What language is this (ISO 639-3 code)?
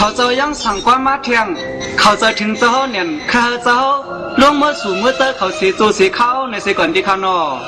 shn